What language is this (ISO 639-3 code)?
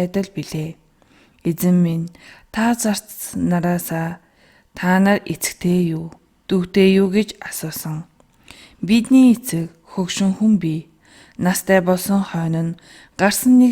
mon